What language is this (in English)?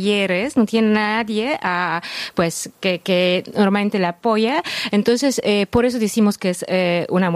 Spanish